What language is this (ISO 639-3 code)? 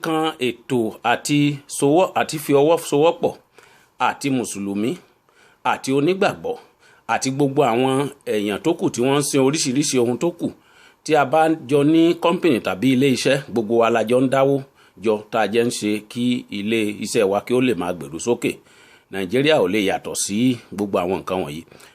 yor